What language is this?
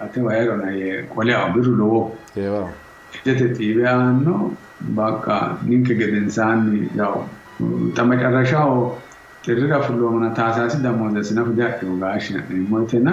Sidamo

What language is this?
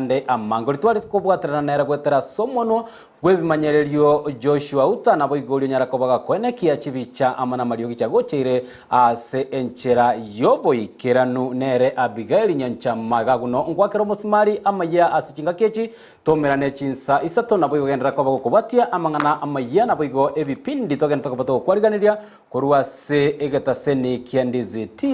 Gusii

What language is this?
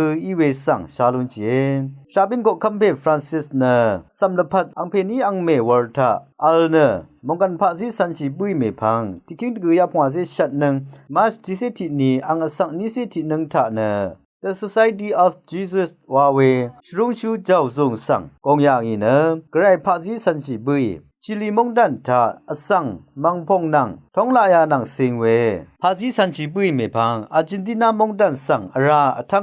Rawang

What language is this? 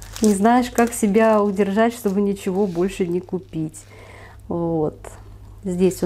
Russian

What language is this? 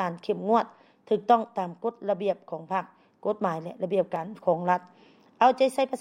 Lao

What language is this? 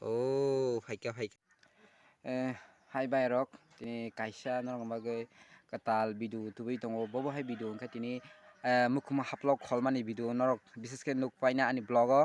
Kok Borok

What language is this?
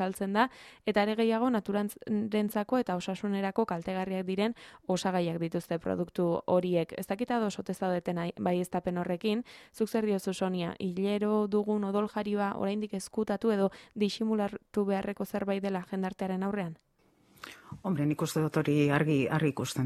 Basque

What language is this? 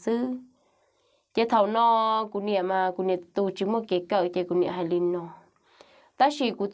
Hmong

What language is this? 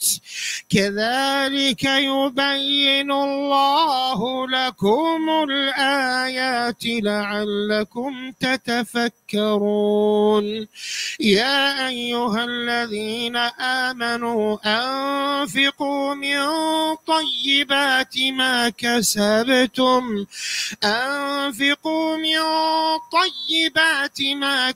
Arabic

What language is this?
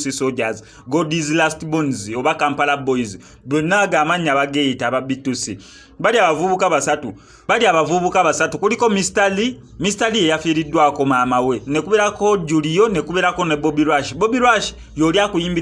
Ganda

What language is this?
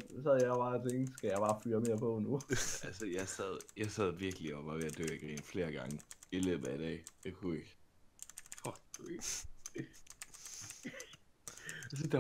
Danish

